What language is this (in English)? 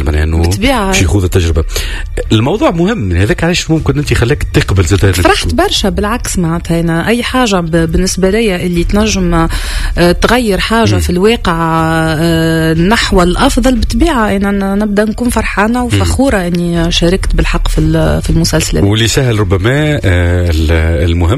Tunisian Arabic